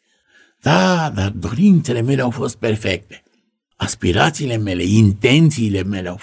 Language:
Romanian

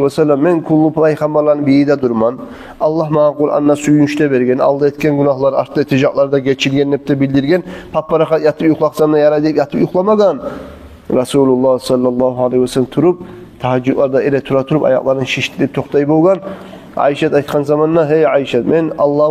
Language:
Kumyk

